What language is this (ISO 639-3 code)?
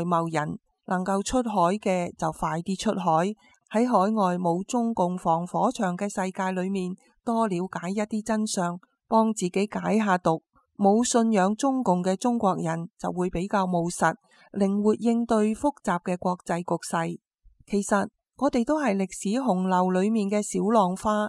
yue